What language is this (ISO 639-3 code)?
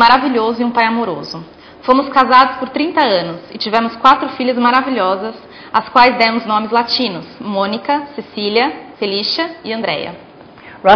por